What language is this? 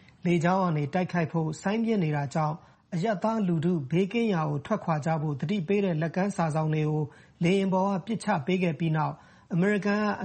Burmese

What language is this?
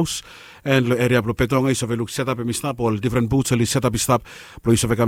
Bislama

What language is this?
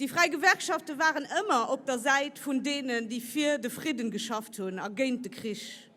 Luxembourgish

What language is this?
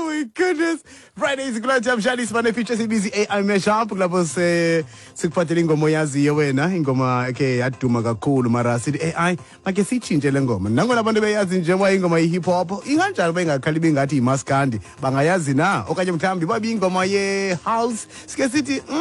Xhosa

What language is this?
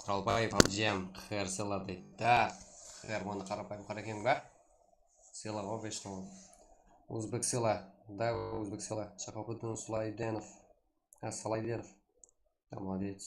Kara-Kalpak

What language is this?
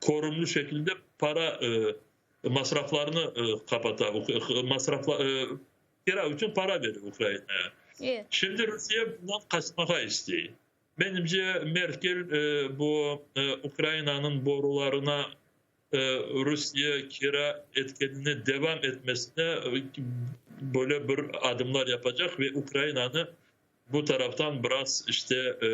Crimean Tatar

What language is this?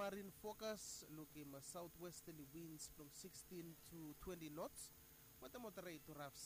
Bislama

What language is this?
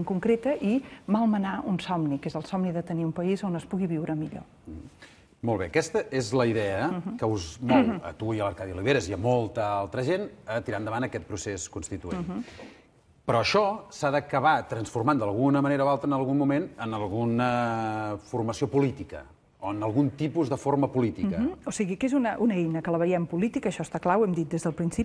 Catalan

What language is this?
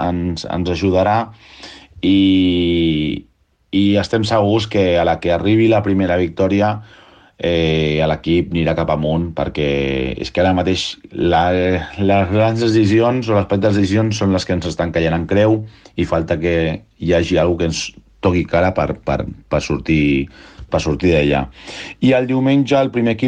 Catalan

